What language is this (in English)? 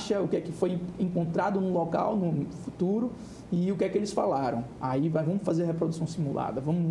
Portuguese